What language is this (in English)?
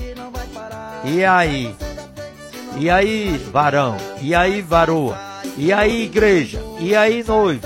Portuguese